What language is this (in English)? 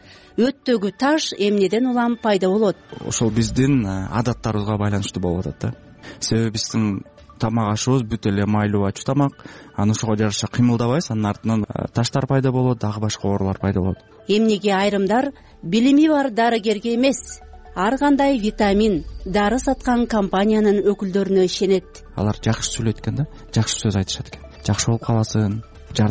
Kyrgyz